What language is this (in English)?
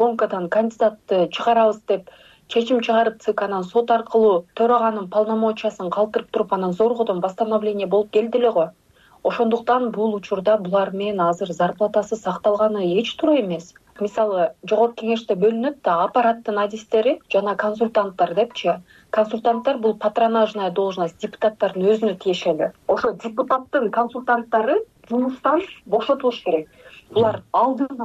Kyrgyz